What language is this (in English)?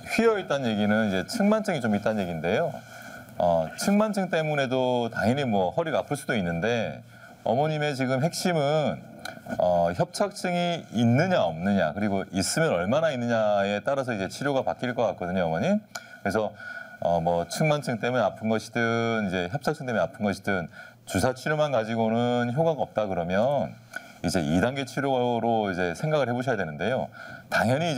Korean